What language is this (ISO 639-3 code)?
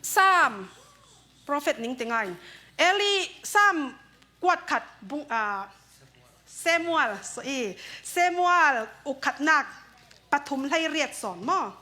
cfm